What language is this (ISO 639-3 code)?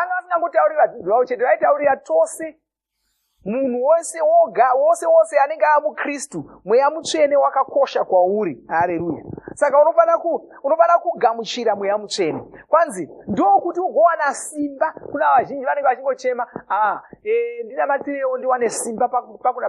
sna